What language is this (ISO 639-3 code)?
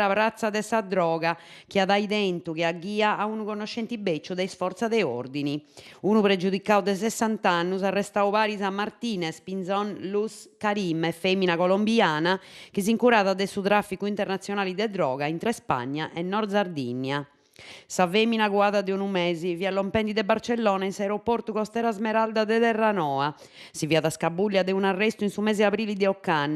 srd